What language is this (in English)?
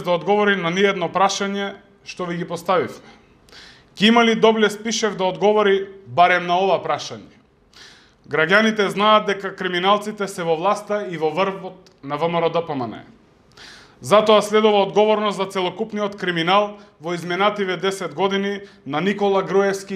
Macedonian